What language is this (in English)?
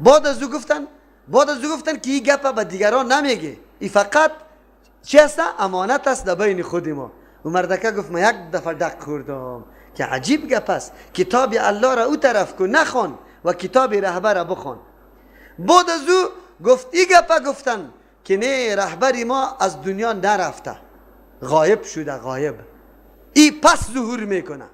Persian